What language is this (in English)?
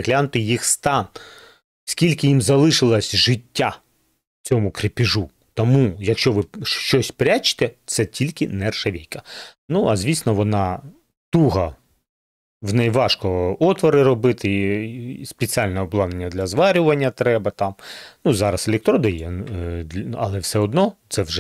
Ukrainian